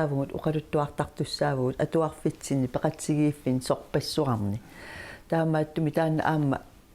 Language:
Kalaallisut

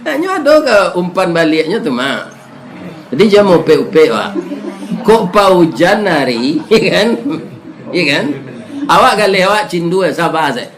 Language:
Minangkabau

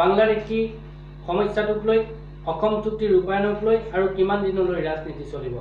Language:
Assamese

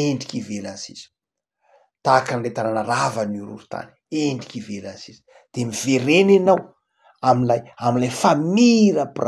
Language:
Malagasy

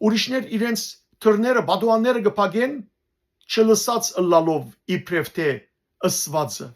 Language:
Western Armenian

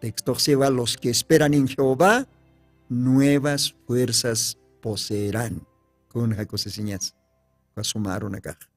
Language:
Aymara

